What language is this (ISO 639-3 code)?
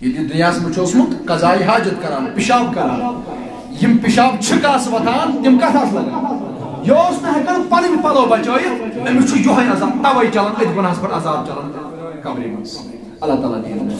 kas